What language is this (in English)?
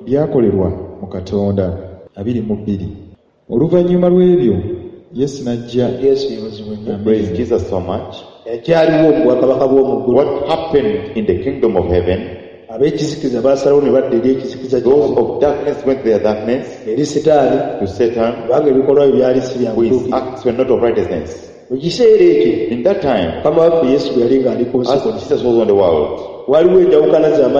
Ganda